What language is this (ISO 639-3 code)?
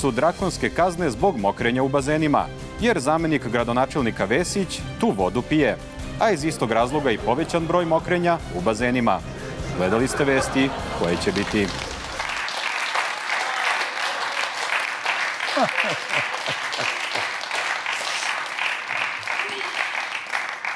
srp